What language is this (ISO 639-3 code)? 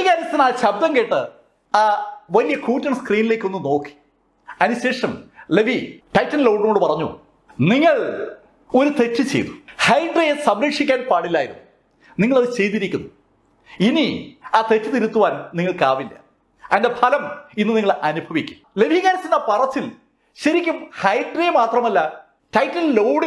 mal